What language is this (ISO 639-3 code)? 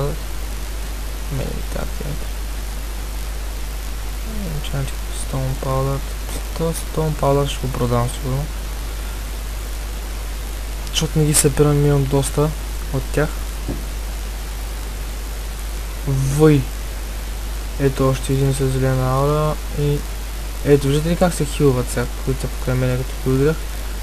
bul